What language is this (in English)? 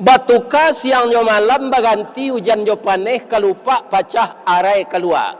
Minangkabau